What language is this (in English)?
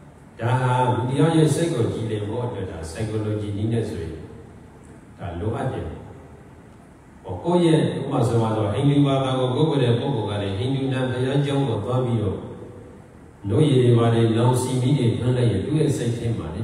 Burmese